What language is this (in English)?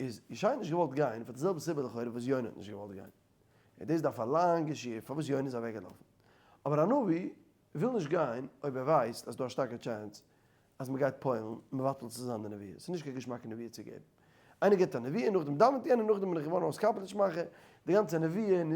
Yiddish